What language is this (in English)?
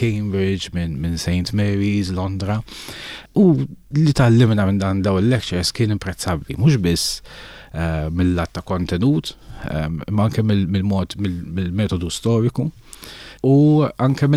Maltese